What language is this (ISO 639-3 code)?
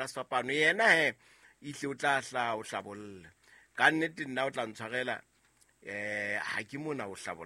sot